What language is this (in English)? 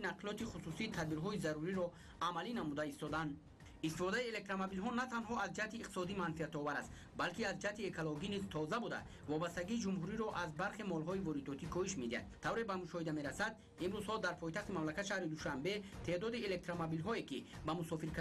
Tajik